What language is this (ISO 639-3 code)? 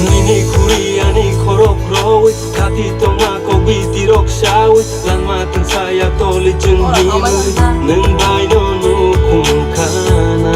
trp